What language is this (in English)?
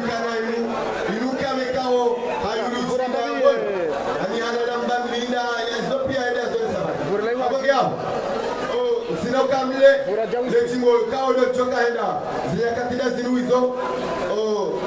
Ngazidja Comorian